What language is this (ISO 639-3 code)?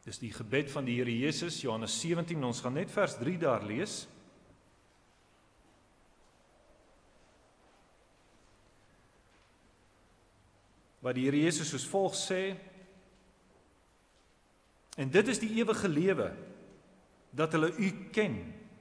afr